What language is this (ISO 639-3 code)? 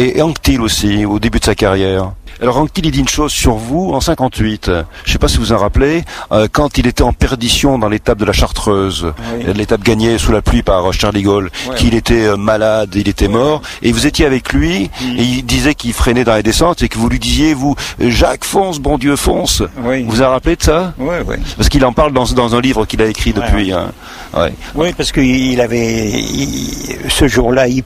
fra